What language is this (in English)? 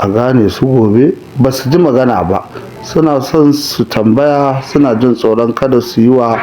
Hausa